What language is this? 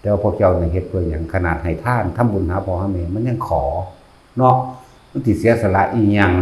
Northeastern Thai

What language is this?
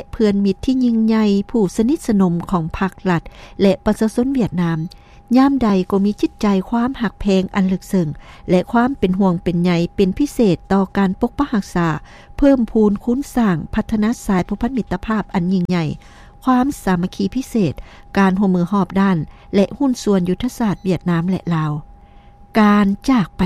Lao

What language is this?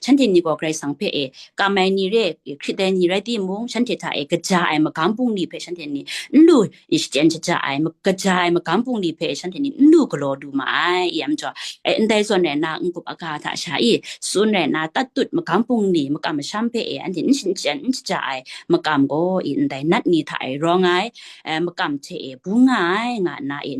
Kachin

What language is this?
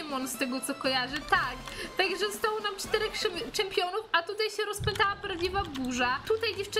Polish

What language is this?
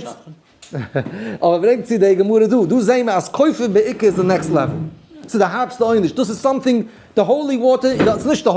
Yiddish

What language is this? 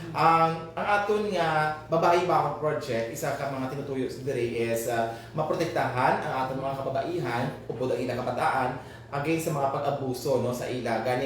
Hiligaynon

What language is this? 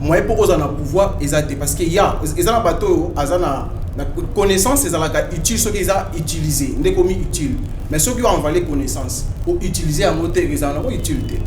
Lingala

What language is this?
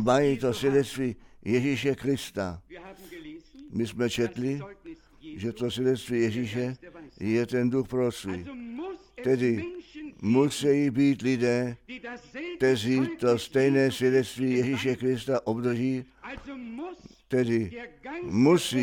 Czech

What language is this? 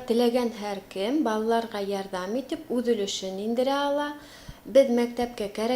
Bashkir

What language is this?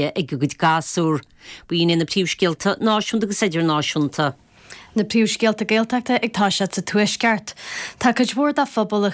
Irish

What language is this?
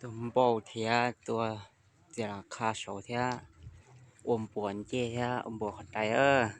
Hmong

